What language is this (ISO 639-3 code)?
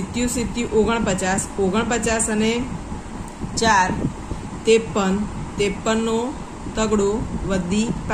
guj